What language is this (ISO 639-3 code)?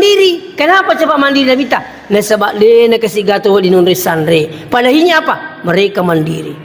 bug